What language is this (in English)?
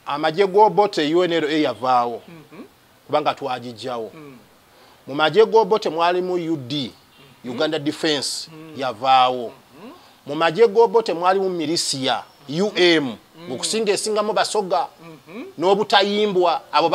Ganda